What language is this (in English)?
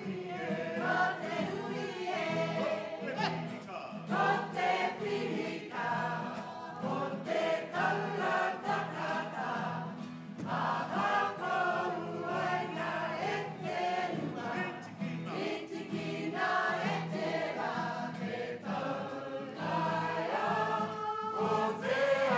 Māori